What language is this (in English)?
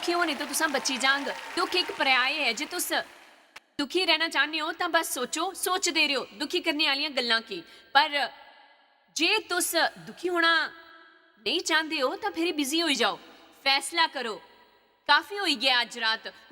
Dogri